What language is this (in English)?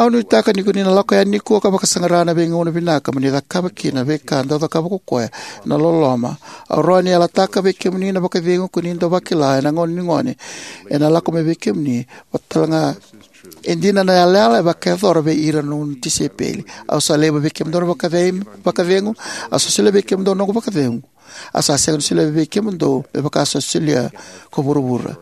Fijian